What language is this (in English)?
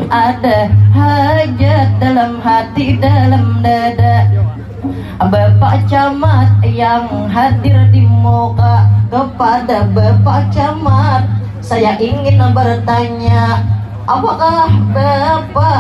Banjar